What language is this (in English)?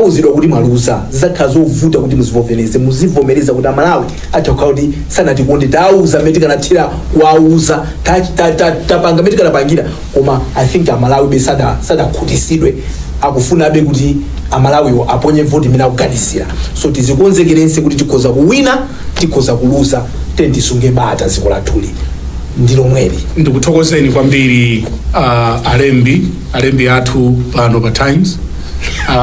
Nyanja